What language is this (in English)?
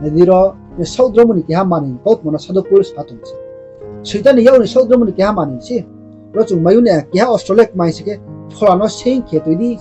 Riang (India)